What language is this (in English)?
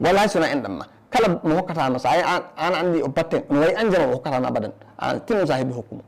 Fula